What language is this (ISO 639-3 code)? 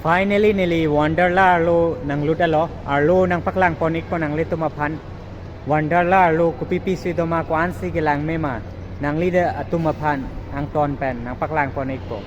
mjw